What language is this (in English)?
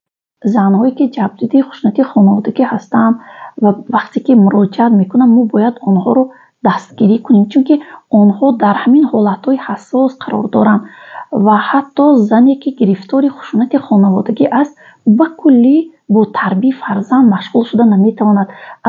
Tajik